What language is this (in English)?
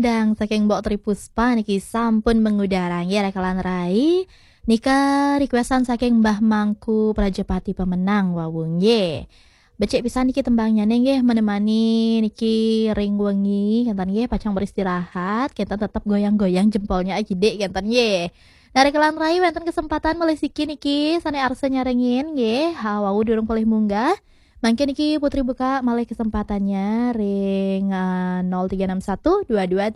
Balinese